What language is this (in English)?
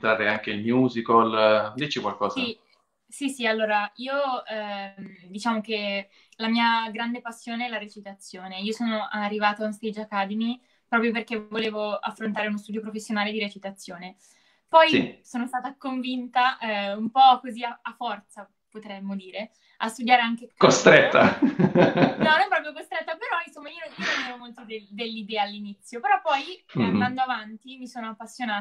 Italian